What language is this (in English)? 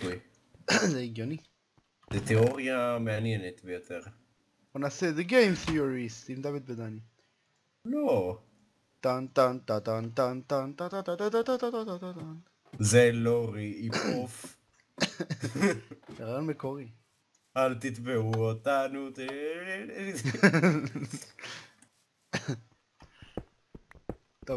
Hebrew